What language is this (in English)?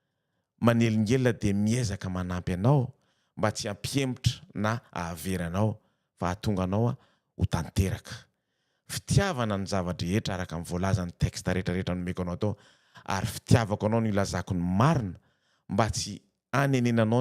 Malagasy